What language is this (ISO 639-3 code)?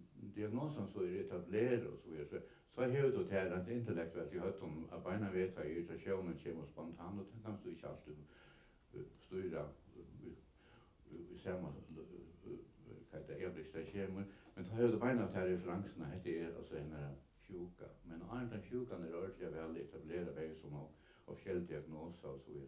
fao